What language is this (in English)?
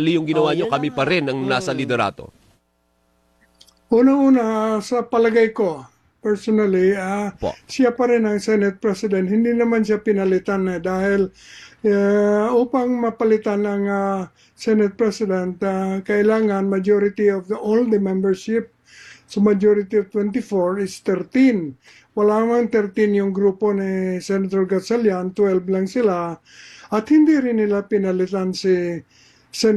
Filipino